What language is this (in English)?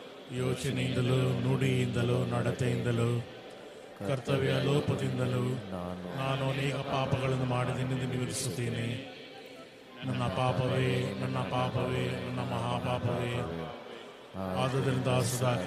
Kannada